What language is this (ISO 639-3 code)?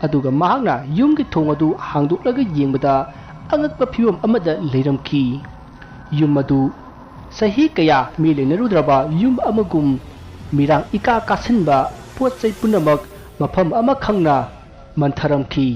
mni